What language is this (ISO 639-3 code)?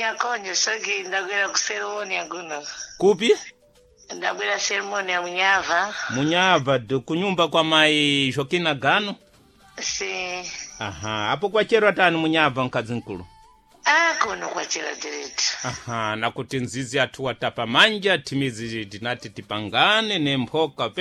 seh